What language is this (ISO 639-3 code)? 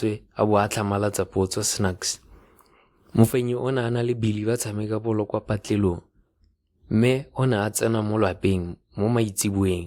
tsn